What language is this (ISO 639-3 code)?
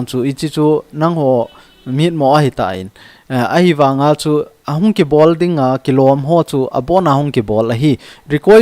tcz